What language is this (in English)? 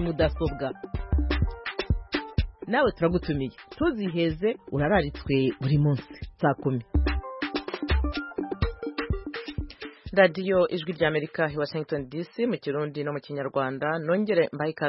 Kinyarwanda